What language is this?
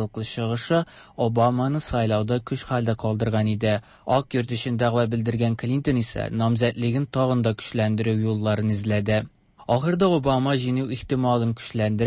Tatar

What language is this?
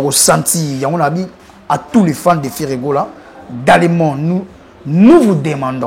Lingala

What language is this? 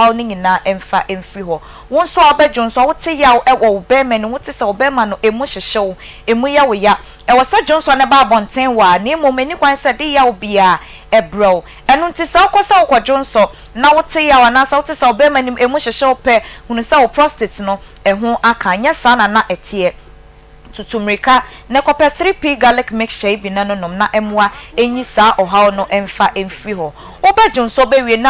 Akan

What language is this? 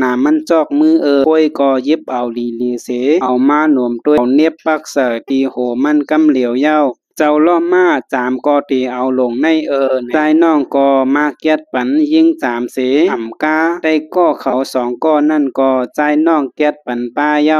Shan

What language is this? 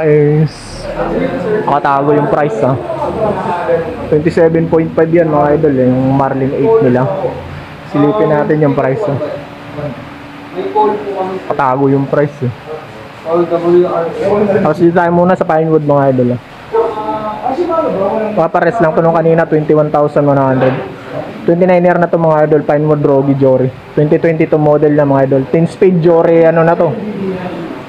Filipino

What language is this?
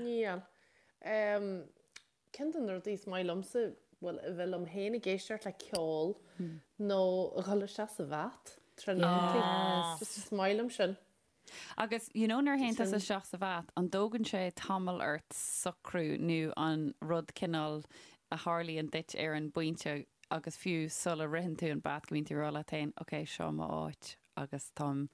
Irish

